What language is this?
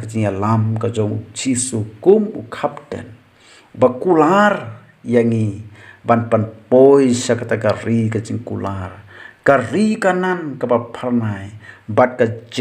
Khasi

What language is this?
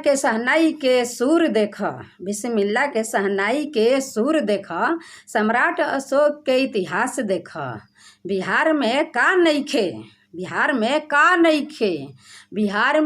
Bhojpuri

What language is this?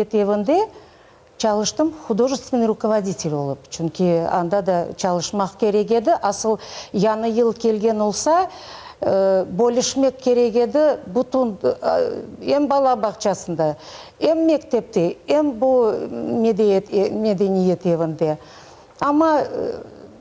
Crimean Tatar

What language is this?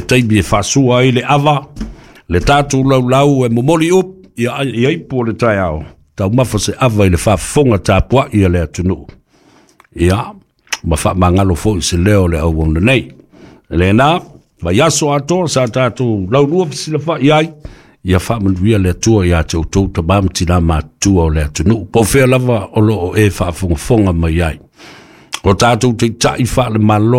Samoan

